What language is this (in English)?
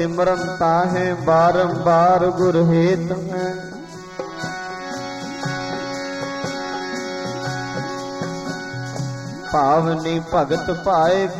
Punjabi